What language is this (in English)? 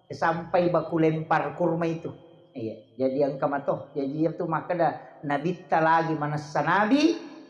Buginese